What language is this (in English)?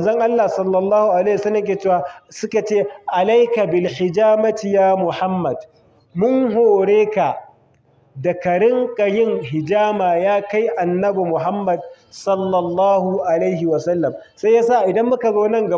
Hausa